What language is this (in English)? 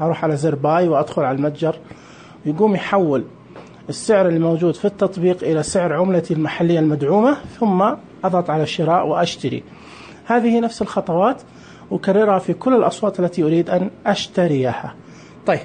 Najdi Arabic